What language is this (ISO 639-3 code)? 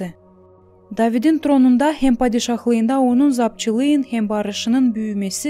gag